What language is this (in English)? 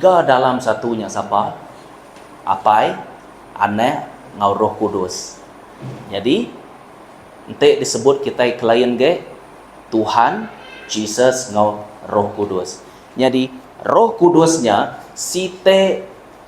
Iban